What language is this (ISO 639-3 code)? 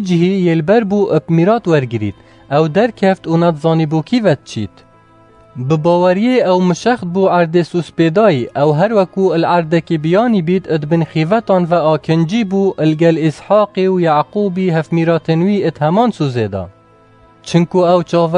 kur